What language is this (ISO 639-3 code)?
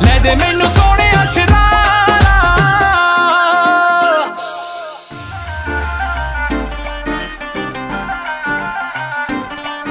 pan